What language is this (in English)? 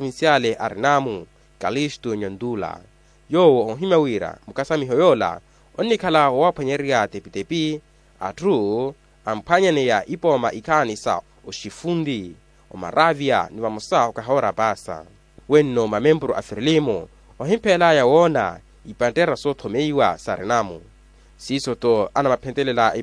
Makhuwa